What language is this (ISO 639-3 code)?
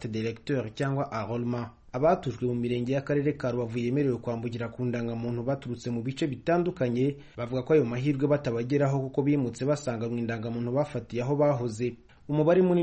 kin